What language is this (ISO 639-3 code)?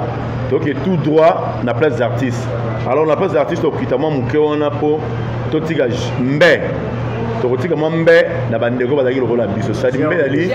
lin